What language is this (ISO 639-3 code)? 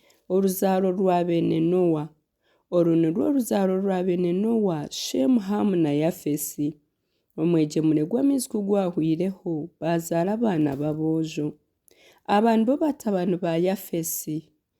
nyn